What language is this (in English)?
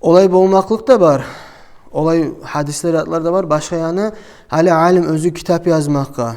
Kumyk